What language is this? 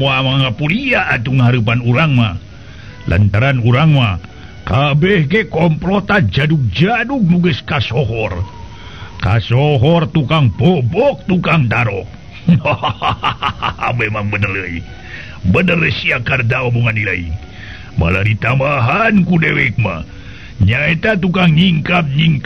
Sundanese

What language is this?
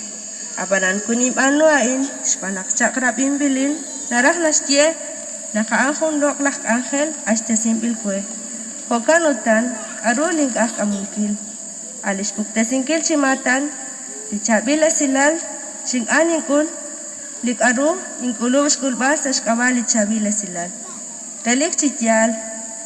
Kekchí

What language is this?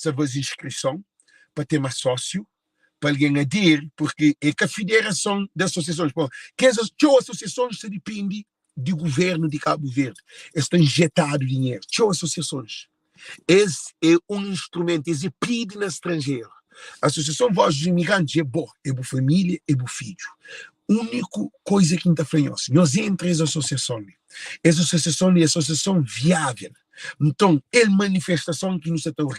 Kabuverdianu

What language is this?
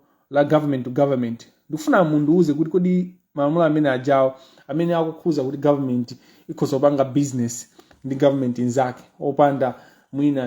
Nyanja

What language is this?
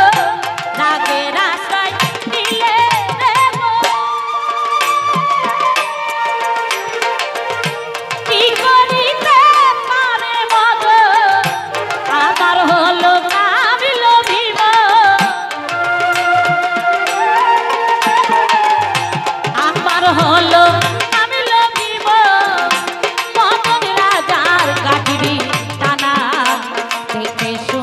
Bangla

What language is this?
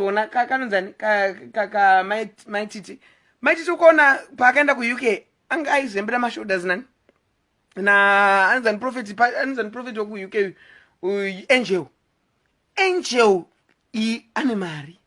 Shona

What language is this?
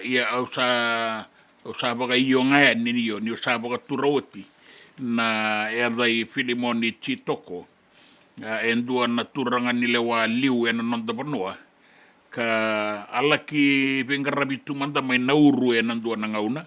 Fijian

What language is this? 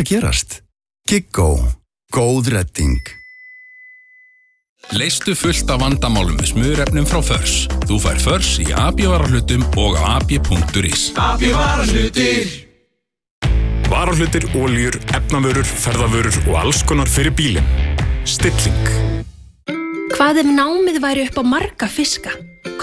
Icelandic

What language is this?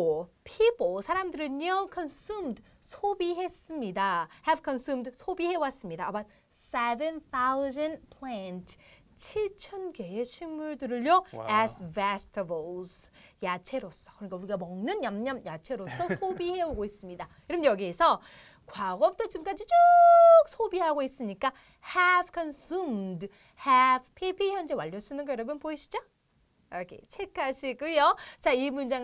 Korean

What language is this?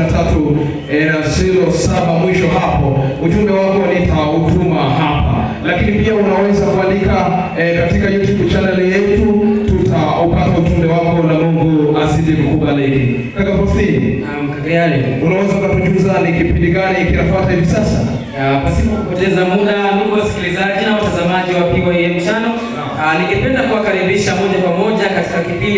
Swahili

